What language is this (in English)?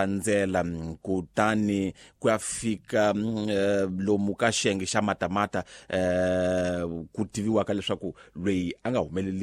Tsonga